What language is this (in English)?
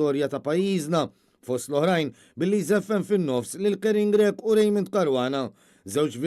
Maltese